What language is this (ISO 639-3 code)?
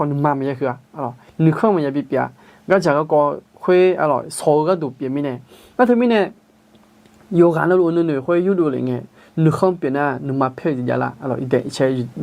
ahk